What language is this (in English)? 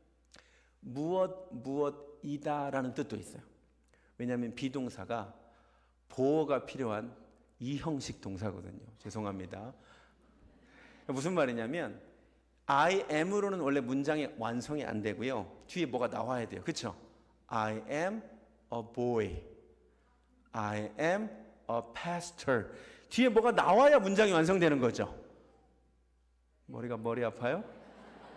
Korean